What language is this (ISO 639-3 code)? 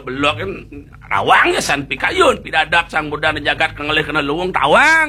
ban